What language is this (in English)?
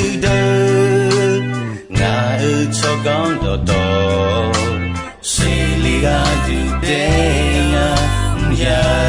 Akha